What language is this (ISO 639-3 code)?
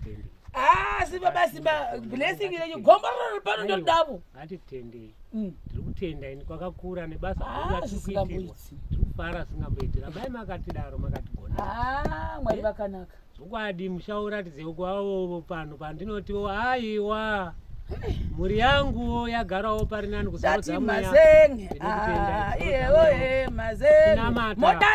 sna